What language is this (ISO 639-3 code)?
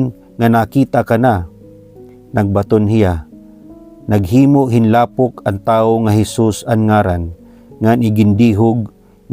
war